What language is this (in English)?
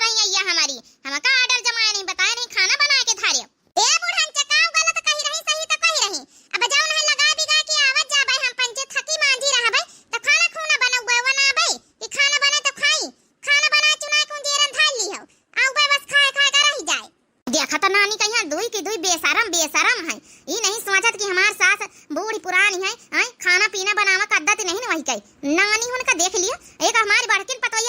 Awadhi